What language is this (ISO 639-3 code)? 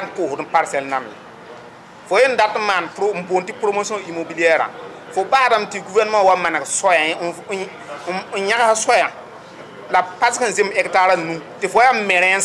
mos